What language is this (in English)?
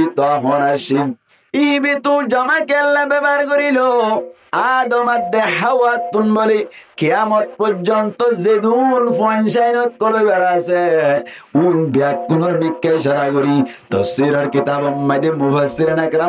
Rohingya